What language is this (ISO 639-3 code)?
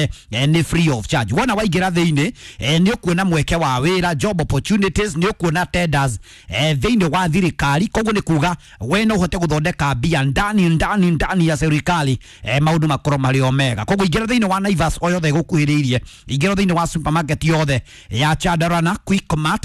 kik